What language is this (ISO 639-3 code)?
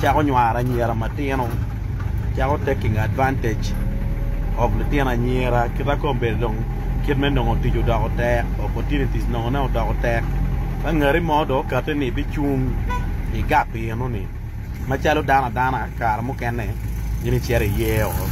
ach